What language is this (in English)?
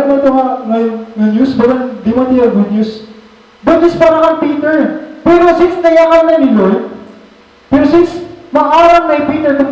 Waray